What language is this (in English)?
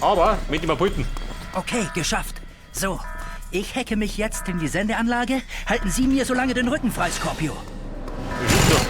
Bavarian